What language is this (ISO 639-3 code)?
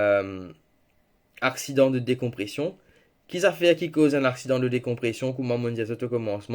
mfe